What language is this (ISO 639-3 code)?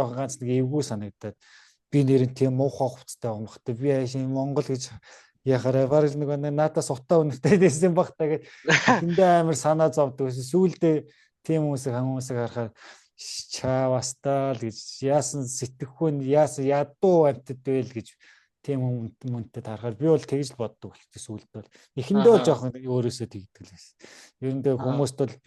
mon